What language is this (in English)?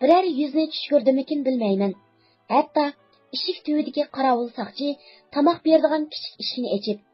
Uyghur